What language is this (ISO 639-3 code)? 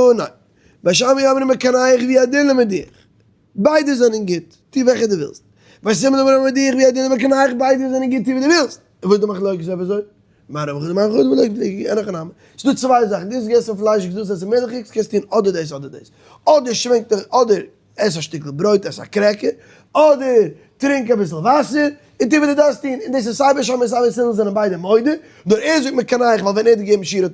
yid